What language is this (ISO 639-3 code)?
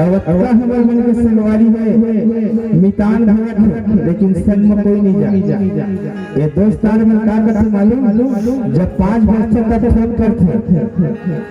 hne